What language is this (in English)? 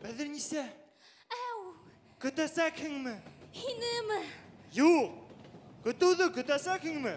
Bashkir